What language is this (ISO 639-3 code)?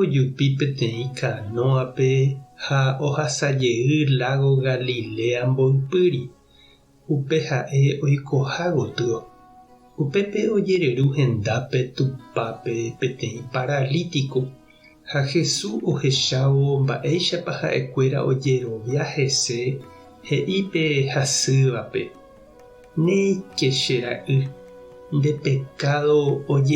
grn